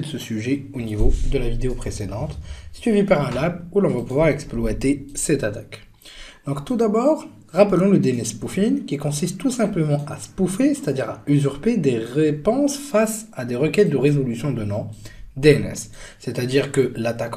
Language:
French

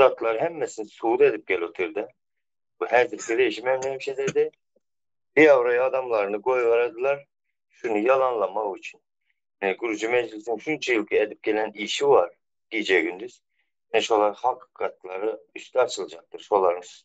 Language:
Turkmen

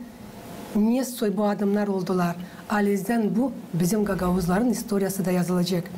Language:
Gagauz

